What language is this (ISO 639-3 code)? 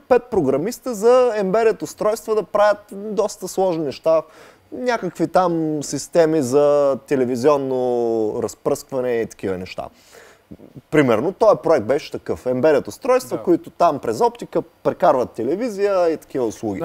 bul